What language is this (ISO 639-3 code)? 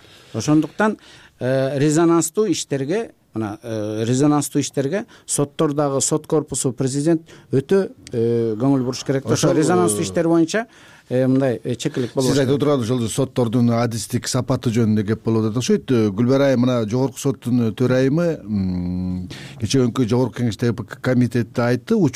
kir